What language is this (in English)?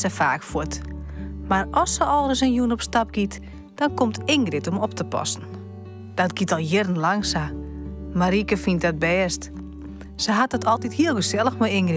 Western Frisian